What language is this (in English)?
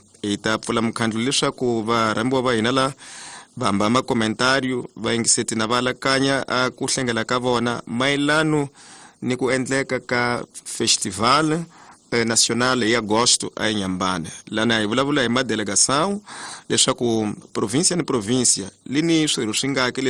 Tsonga